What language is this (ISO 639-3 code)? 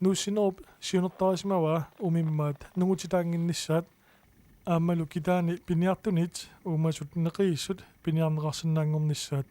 kal